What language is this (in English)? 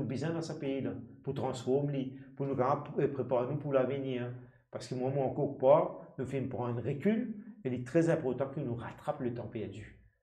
Morisyen